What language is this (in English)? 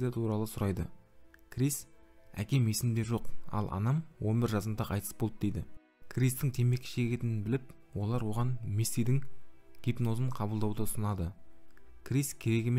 Kazakh